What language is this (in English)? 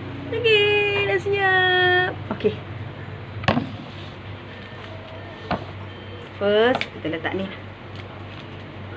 Malay